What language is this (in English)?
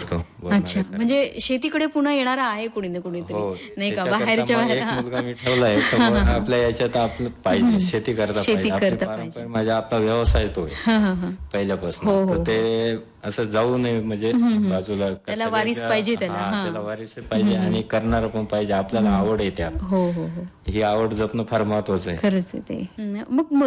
Marathi